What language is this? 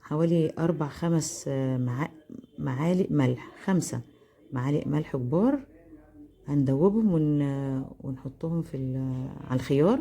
Egyptian Arabic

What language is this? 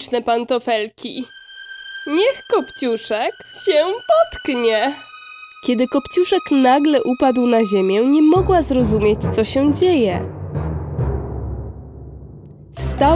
Polish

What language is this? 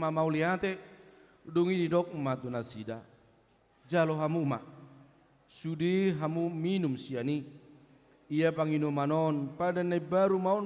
Batak Toba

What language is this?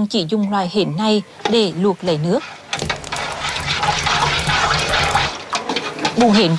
Vietnamese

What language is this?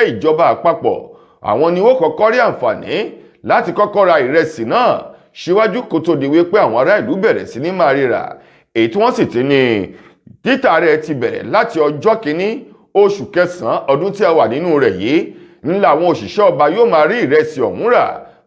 Yoruba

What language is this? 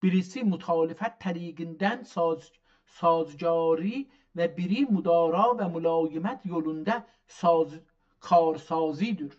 South Azerbaijani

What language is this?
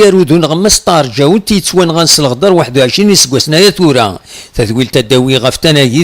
Kabyle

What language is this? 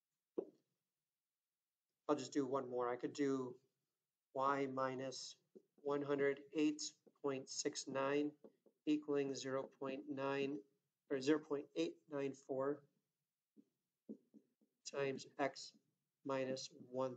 English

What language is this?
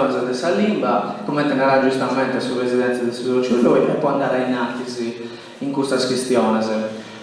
Sardinian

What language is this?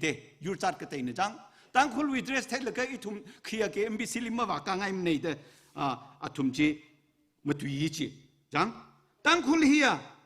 Tangkhul Naga (India)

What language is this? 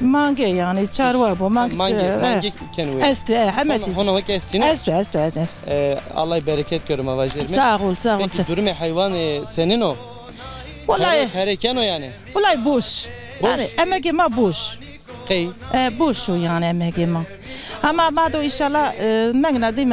Zaza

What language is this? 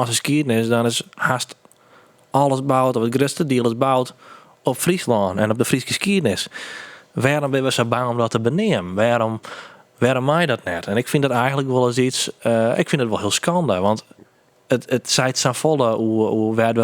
Western Frisian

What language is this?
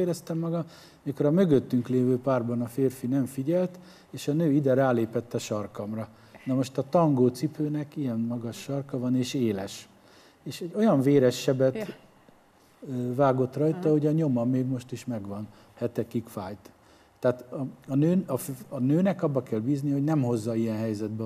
Hungarian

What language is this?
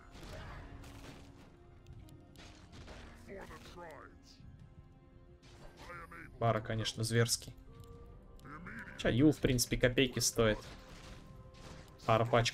Russian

